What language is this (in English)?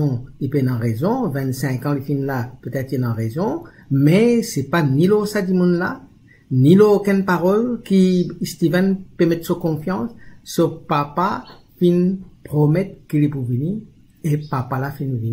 Morisyen